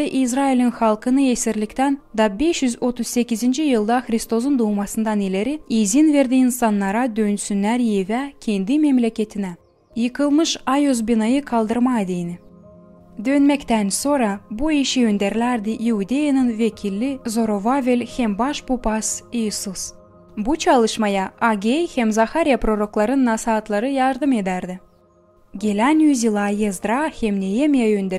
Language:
Gagauz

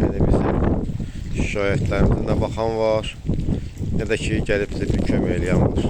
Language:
Azerbaijani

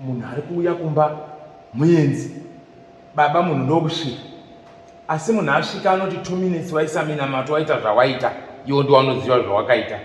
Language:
Shona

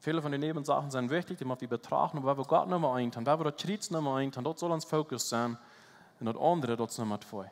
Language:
Plautdietsch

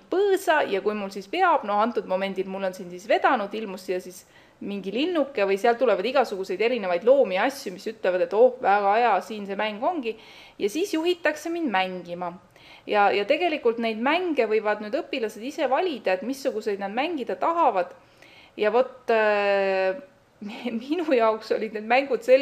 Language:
Estonian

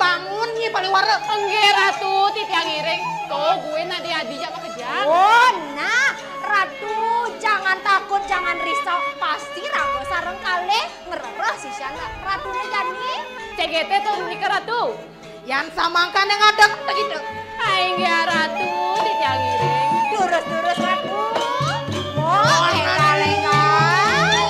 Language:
Balinese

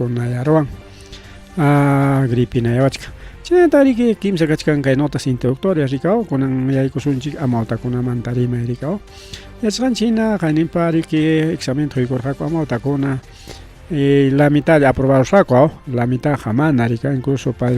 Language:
Ayacucho Quechua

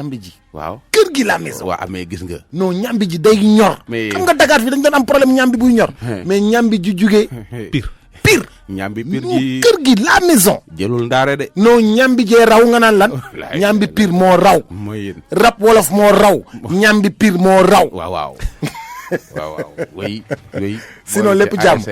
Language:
Wolof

